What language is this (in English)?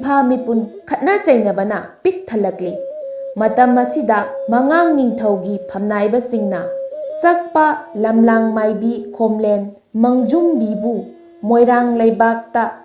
Manipuri